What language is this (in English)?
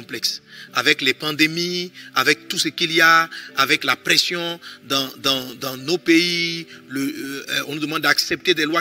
French